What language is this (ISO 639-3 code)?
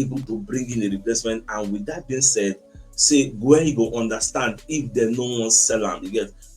pcm